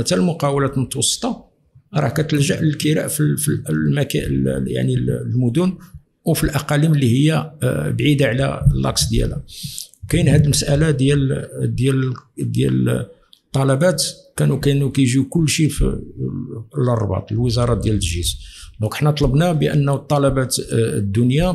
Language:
Moroccan Arabic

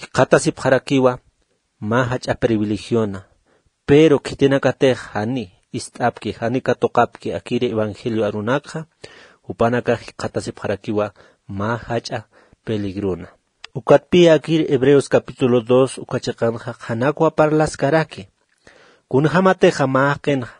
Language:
Aymara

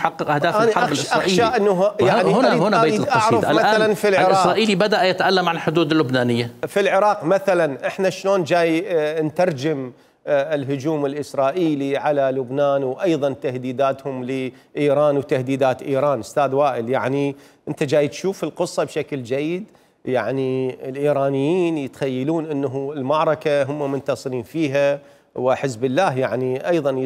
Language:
Mesopotamian Arabic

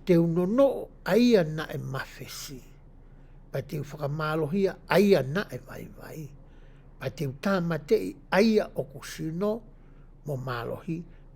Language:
Tongan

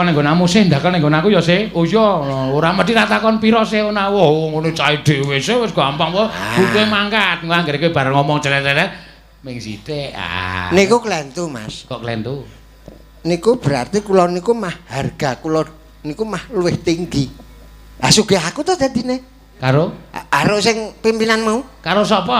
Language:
Javanese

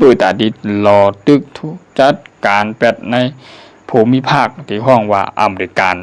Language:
Shan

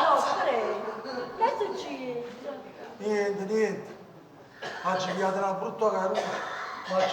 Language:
Neapolitan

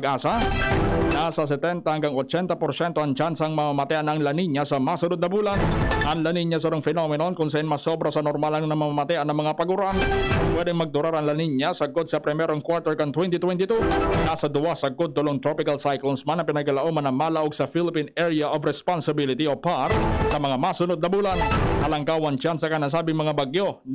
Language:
Bikol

